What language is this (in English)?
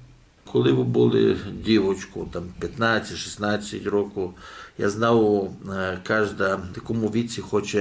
Rusyn